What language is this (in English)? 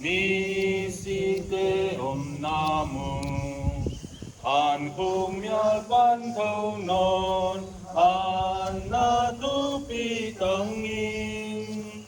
Paite Chin